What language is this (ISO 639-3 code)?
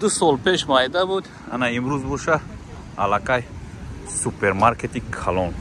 tgk